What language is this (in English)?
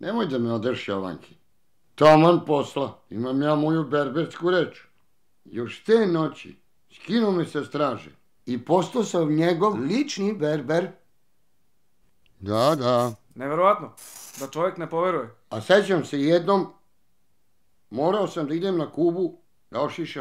Serbian